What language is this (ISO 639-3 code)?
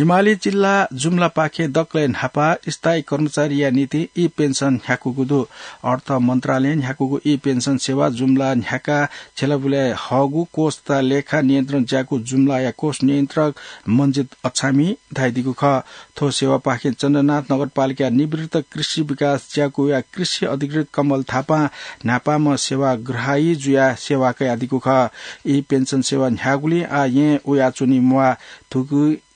new